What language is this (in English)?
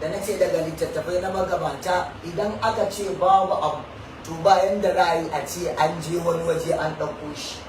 Hausa